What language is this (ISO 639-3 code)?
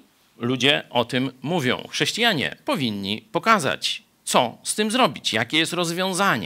pol